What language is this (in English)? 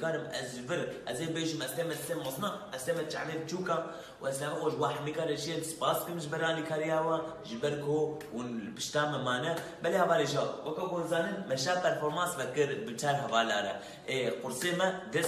Kurdish